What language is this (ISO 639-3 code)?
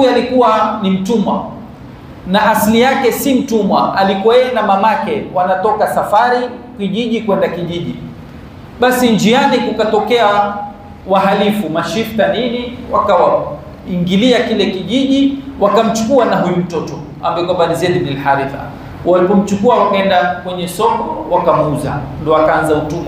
swa